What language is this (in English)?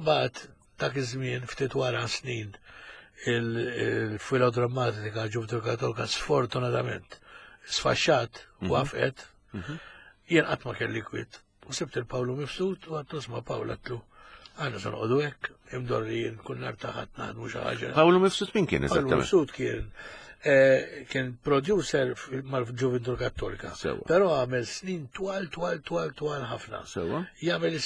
Maltese